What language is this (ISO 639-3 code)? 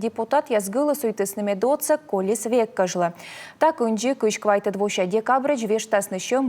kom